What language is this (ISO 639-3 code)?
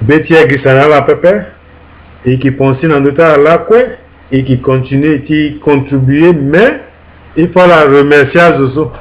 sag